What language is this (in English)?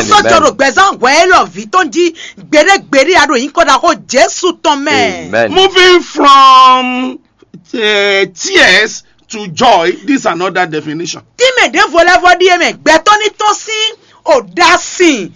Fon